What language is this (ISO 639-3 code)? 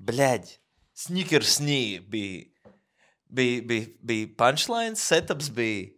lav